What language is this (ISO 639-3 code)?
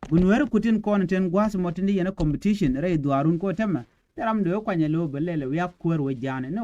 nus